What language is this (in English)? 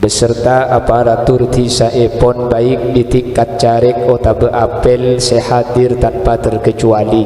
Madurese